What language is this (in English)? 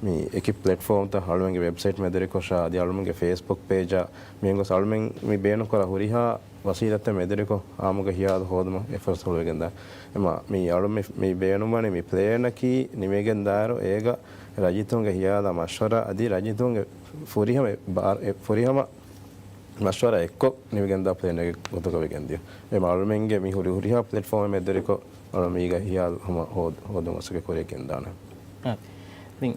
Divehi